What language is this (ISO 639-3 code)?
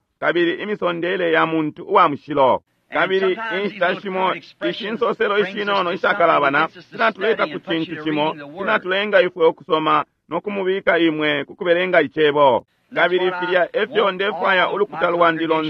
bem